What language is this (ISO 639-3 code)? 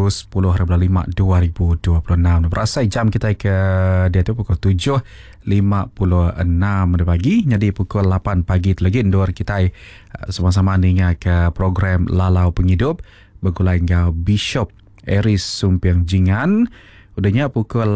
iba